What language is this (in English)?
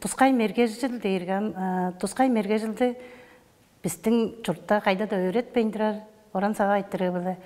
Tuvinian